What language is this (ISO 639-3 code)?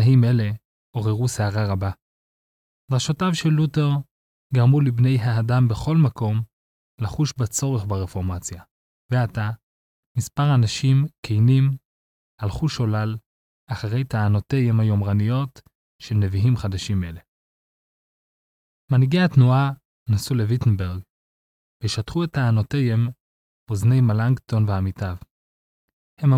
heb